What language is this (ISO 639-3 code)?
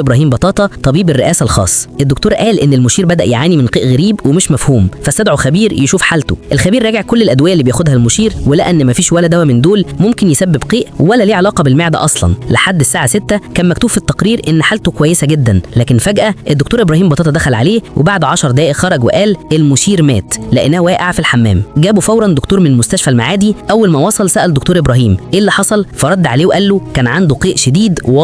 arz